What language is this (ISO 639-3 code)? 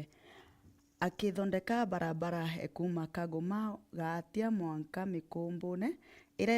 mer